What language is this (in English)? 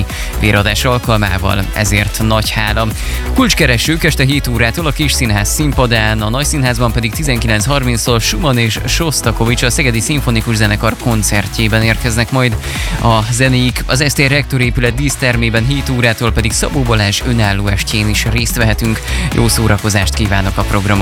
Hungarian